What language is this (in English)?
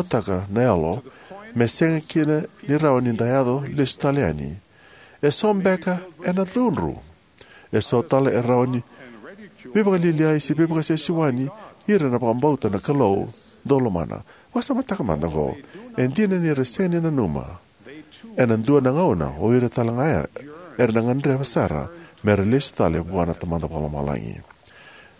Fijian